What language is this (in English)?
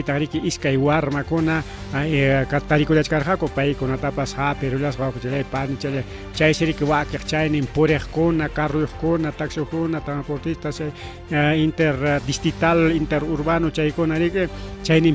Ayacucho Quechua